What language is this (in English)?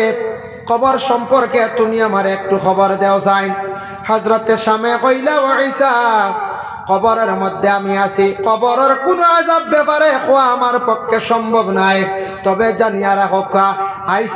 Sylheti